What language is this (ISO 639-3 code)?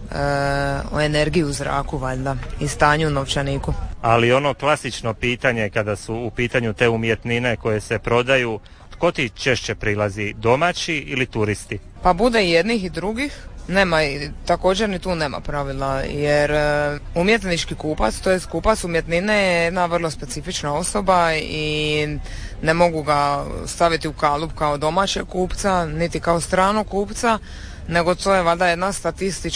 hrv